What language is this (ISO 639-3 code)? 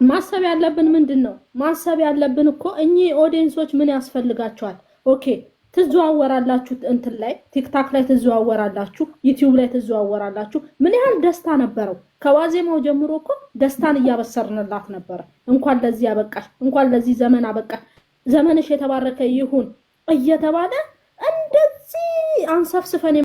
amh